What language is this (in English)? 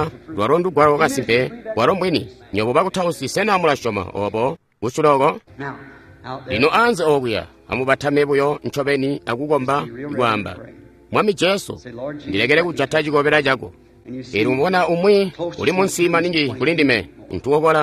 Tonga (Zambia)